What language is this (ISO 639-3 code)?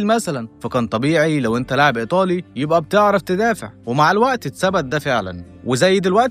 arz